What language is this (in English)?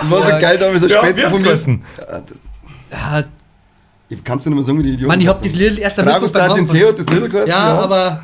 Bavarian